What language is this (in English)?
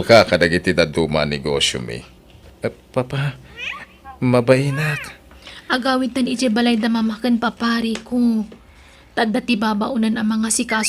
Iloko